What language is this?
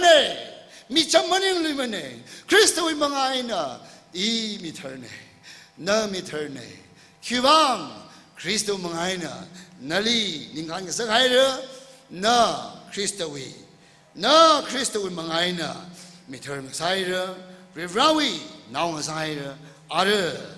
Tangkhul Naga (India)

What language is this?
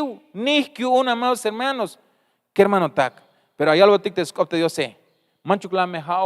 Tzeltal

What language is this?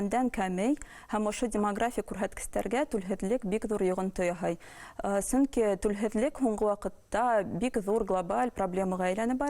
Bashkir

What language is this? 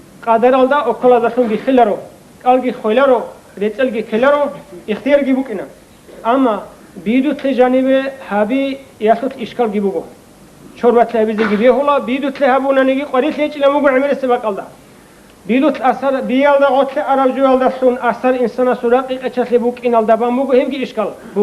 Avaric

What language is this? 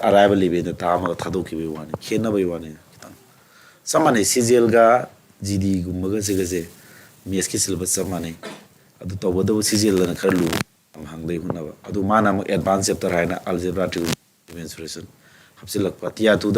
Manipuri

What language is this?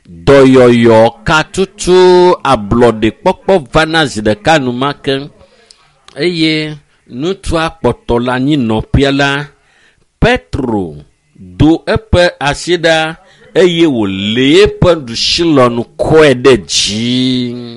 Ewe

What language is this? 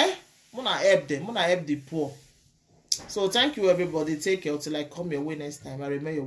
Nigerian Pidgin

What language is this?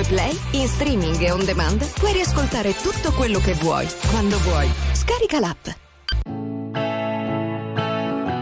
Italian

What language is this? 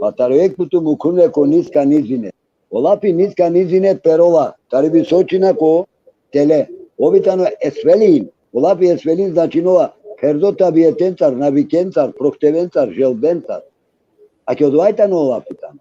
Balkan Romani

